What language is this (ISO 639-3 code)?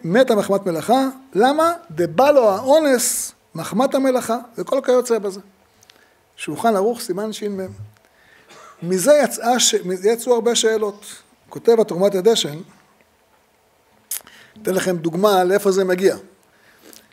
heb